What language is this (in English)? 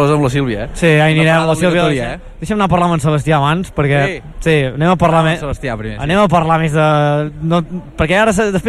Catalan